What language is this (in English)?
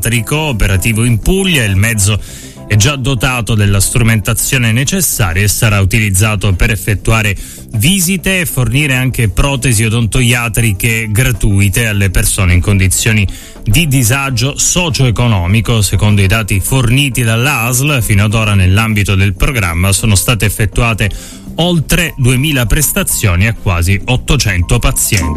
Italian